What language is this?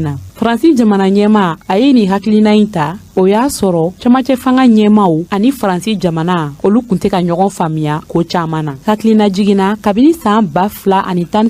Bambara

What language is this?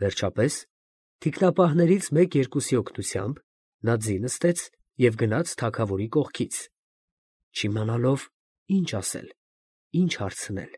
Armenian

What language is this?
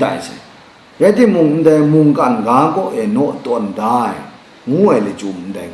Kachin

